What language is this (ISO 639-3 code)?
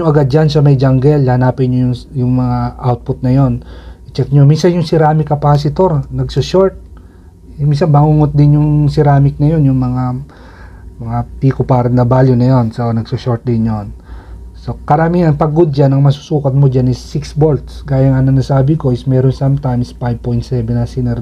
fil